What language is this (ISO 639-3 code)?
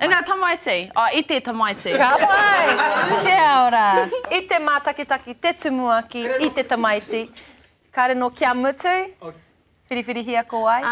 mri